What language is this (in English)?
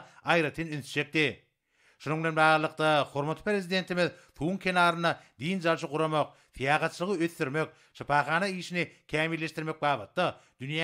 Turkmen